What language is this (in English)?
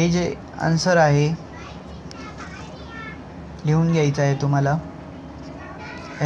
Marathi